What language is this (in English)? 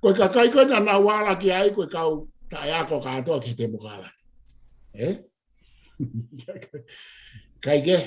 Tongan